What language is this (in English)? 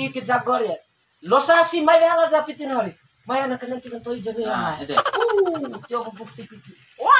Bima